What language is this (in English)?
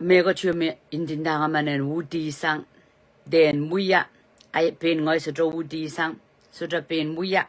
Pohnpeian